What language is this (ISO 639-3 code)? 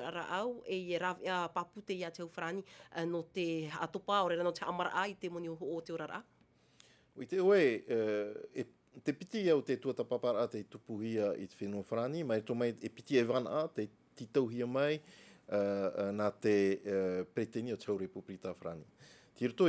tah